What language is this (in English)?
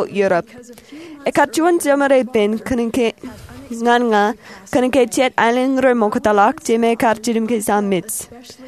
Marshallese